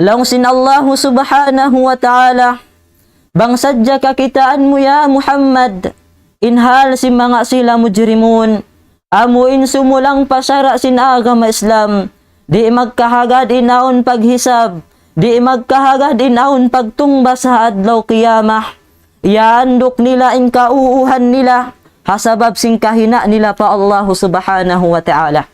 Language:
Tausug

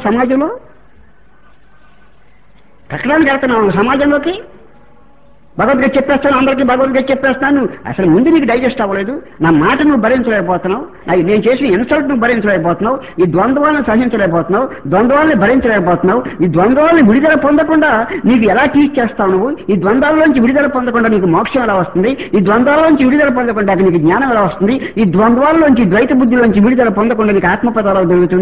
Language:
Telugu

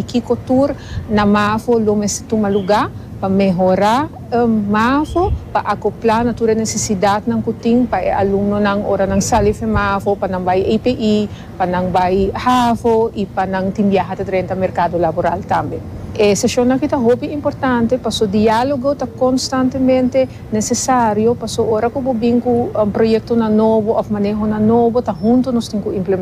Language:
Papiamento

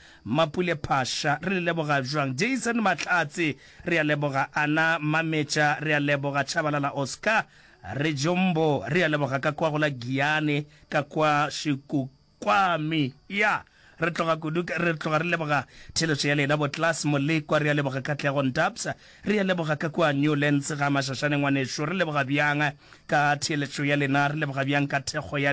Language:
Northern Sotho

